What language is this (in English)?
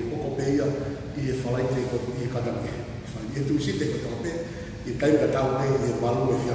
Tongan